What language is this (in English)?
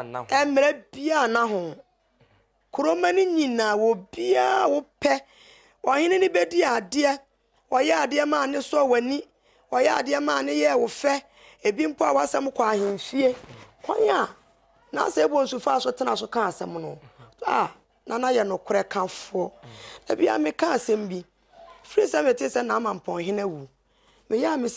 Akan